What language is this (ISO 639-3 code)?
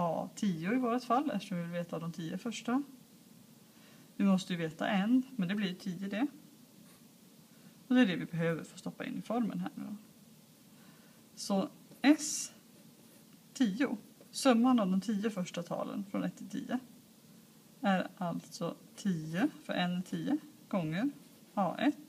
swe